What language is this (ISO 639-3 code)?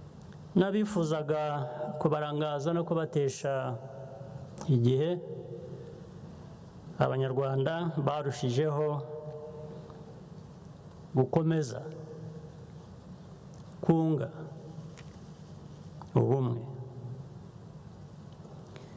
kin